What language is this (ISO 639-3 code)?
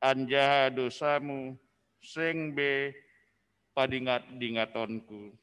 bts